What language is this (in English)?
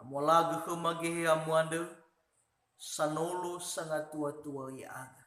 Nias